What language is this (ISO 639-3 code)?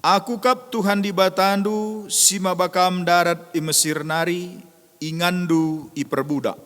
btx